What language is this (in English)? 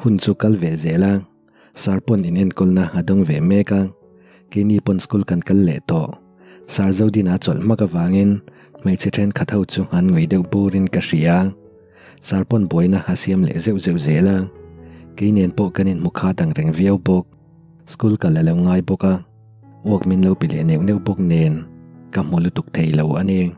Mizo